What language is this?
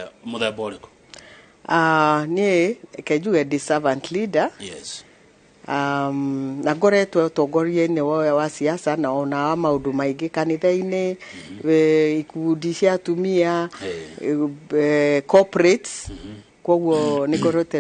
Kikuyu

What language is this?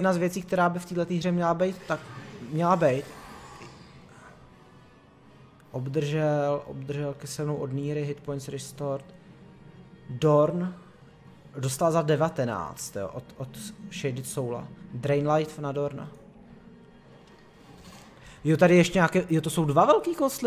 Czech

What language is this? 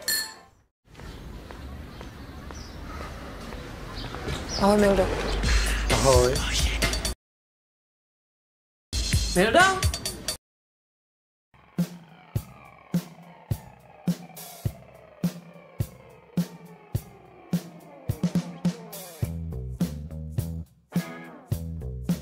Czech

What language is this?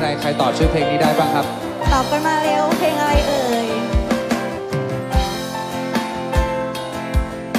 Thai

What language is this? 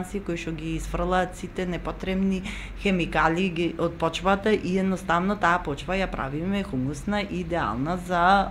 Macedonian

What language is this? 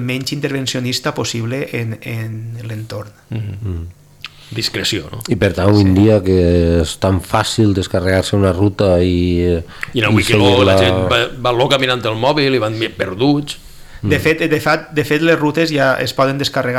Catalan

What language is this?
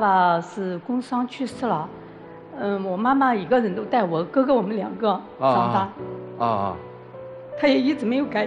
Chinese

